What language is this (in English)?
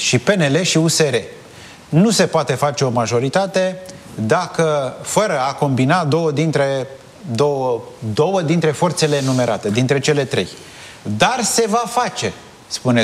Romanian